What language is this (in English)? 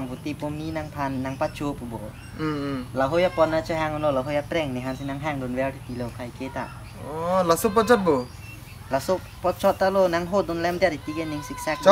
Karbi